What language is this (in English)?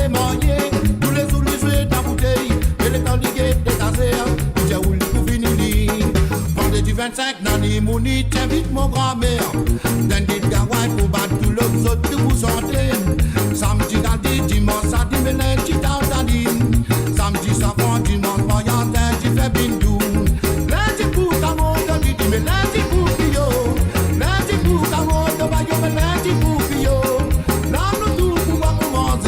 Morisyen